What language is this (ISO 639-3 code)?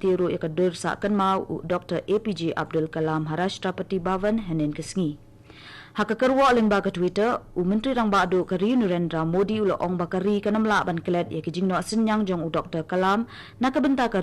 kha